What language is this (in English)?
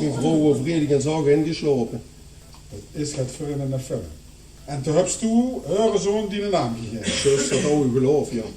Limburgish